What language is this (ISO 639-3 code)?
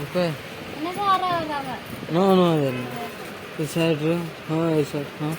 sat